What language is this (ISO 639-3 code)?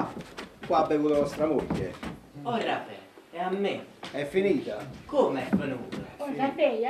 nap